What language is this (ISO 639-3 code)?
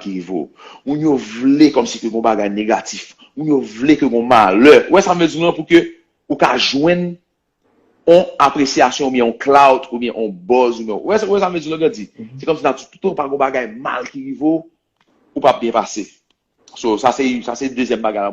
hat